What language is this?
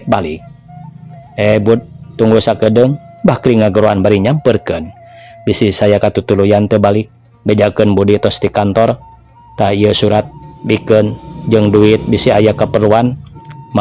Sundanese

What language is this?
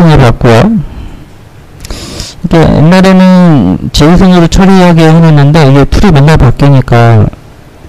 Korean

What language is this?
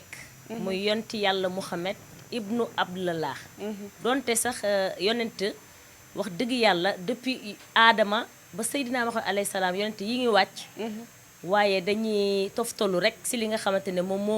Wolof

